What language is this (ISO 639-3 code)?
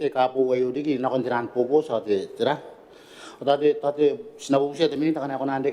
gil